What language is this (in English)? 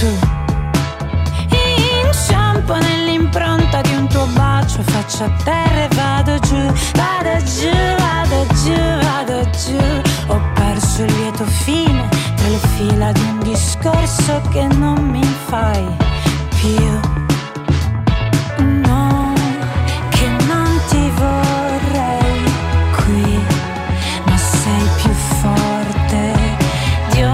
Italian